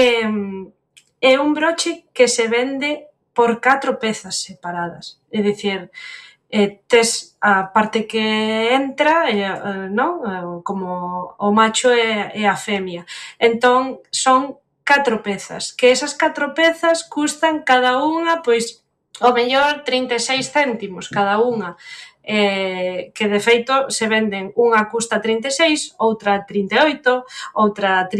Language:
Galician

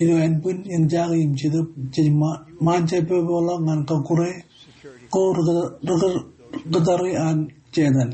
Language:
Marshallese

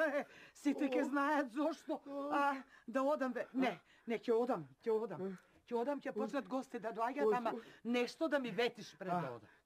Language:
Macedonian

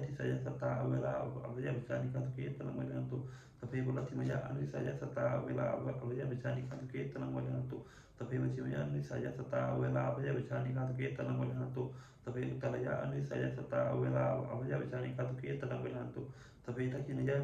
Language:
Pali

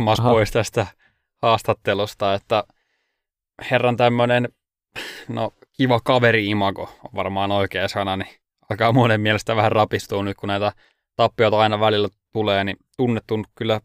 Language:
Finnish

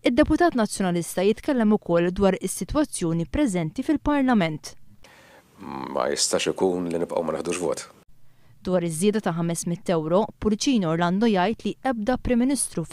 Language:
Maltese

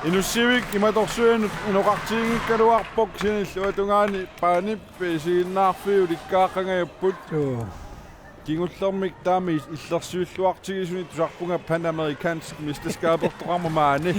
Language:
Kalaallisut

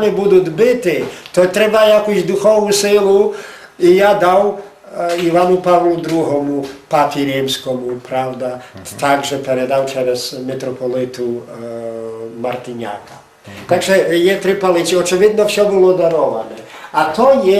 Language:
Rusyn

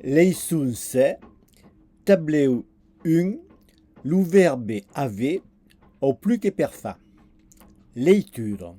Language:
Occitan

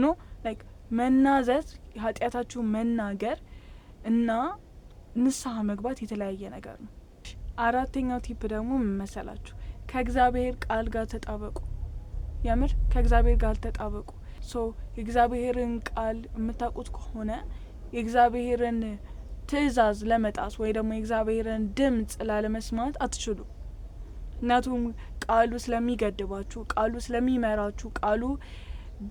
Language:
Amharic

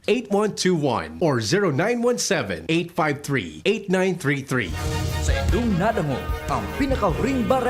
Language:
Bikol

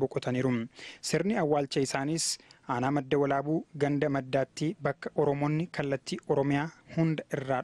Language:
Oromo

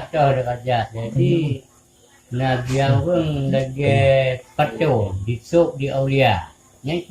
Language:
Achinese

